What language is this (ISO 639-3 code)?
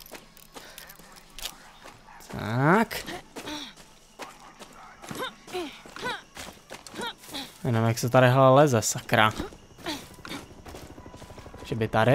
ces